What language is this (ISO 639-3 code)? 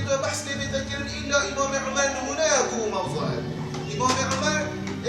kur